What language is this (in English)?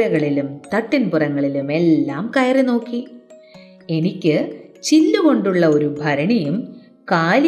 Malayalam